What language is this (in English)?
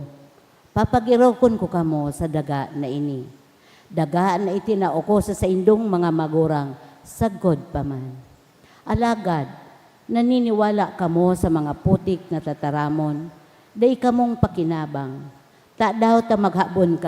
Bikol